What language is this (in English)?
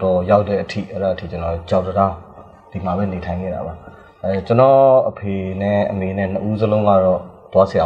Burmese